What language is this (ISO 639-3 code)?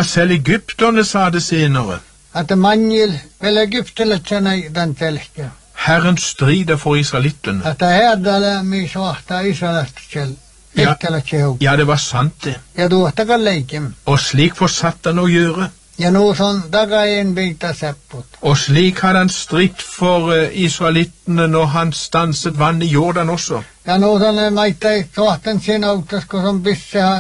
nor